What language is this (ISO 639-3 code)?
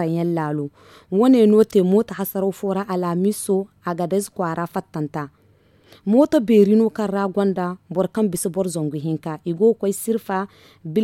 dje